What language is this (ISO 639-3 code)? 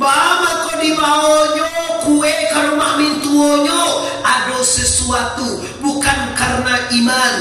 min